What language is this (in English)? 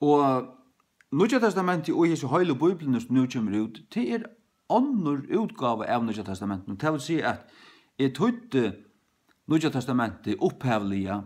Faroese